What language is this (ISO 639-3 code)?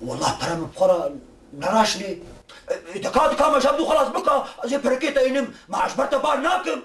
kur